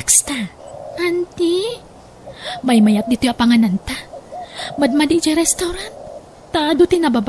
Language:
Iloko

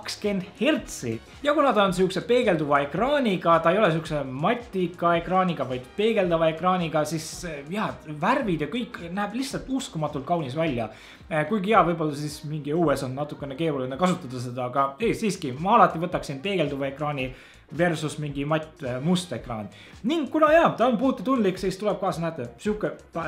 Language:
Estonian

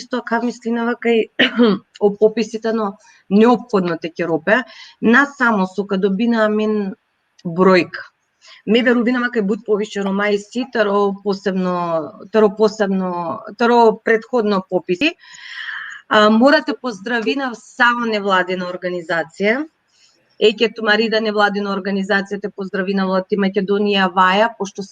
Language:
Balkan Romani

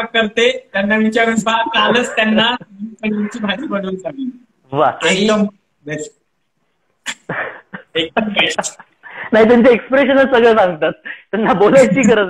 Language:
Marathi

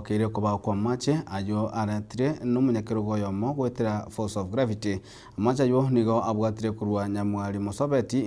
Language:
Gusii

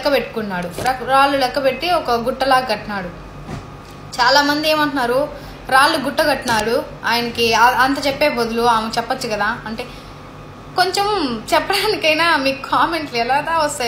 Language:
Telugu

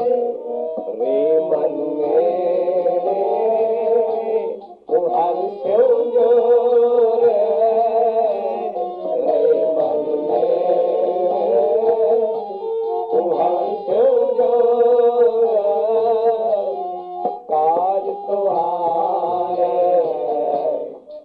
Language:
Hindi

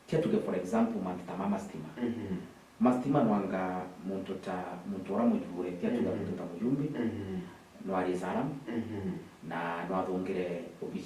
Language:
Meru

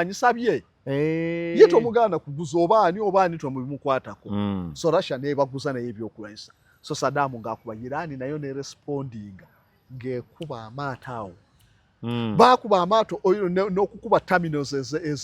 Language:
Ganda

